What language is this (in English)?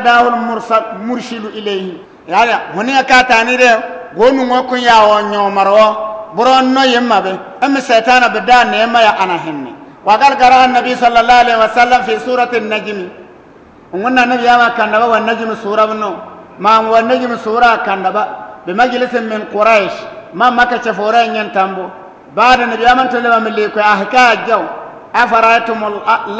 Bissa